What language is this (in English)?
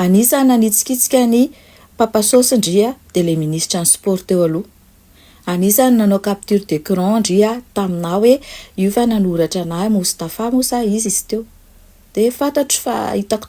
Malagasy